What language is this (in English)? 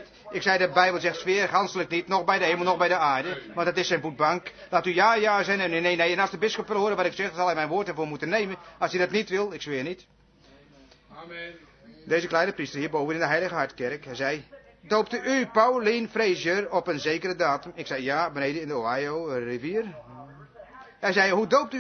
Dutch